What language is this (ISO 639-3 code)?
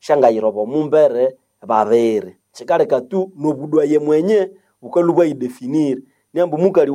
nnb